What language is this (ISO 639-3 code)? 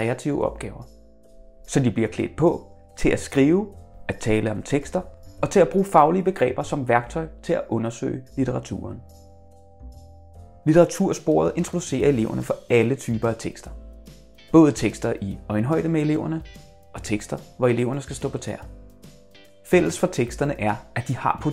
dan